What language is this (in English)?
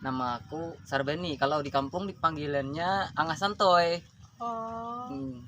Banjar